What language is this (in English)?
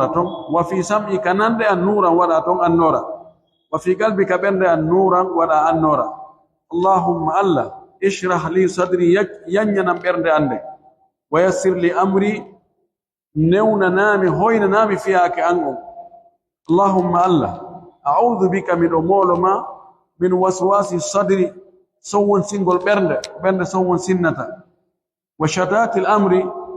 Pular